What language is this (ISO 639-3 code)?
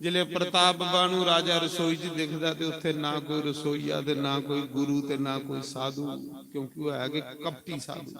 doi